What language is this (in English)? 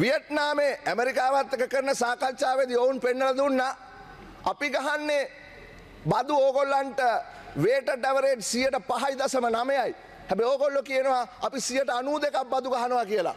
Sinhala